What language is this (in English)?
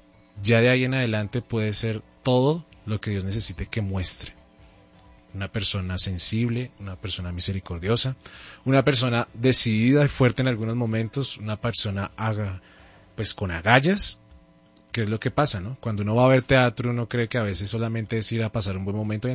Spanish